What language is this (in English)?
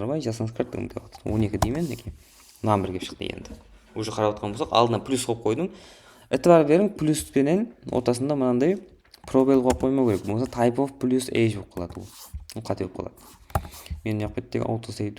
Kara-Kalpak